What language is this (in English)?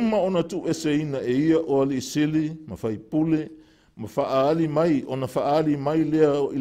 Samoan